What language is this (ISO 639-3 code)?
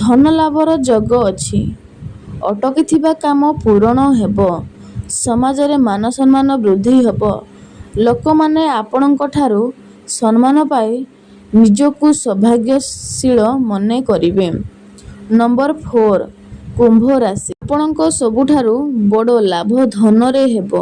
ori